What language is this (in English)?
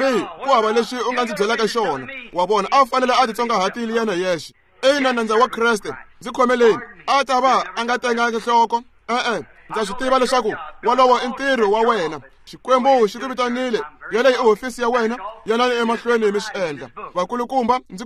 Tsonga